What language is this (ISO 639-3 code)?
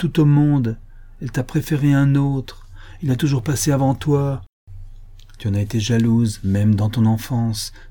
fra